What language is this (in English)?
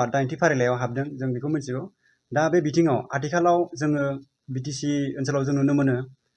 Bodo